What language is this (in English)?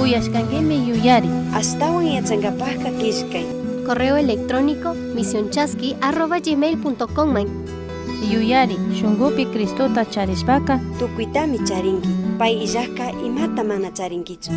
Chimborazo Highland Quichua